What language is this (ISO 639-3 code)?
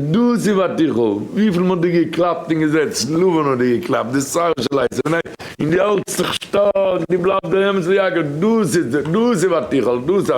yid